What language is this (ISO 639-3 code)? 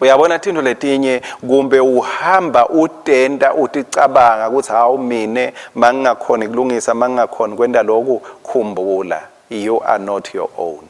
ssw